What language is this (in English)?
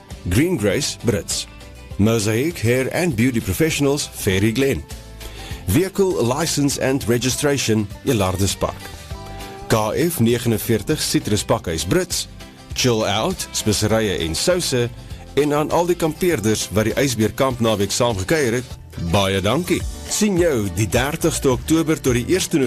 Afrikaans